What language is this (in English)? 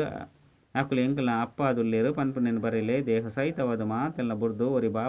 Tulu